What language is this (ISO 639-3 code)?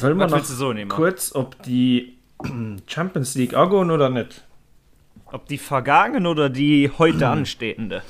ltz